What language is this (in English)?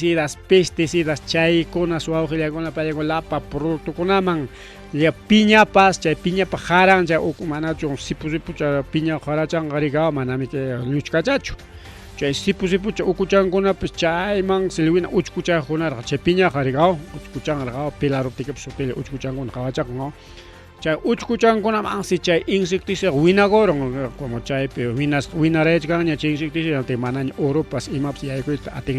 Ayacucho Quechua